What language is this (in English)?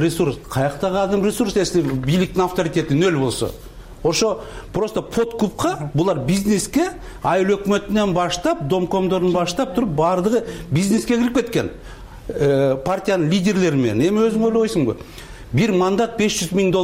Kyrgyz